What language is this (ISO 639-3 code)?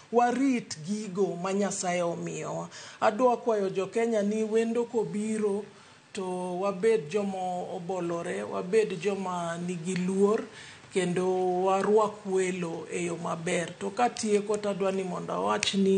luo